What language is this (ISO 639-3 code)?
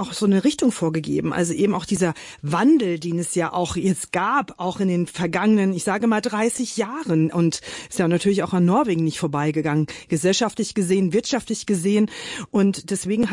deu